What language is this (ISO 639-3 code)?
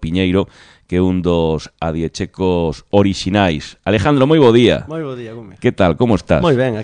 glg